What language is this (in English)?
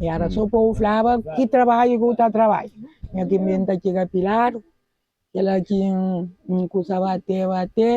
Kabuverdianu